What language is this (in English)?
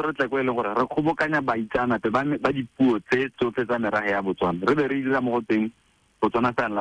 Tswana